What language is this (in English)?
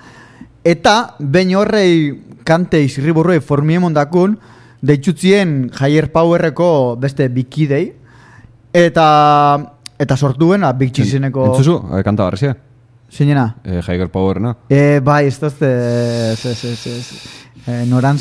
Basque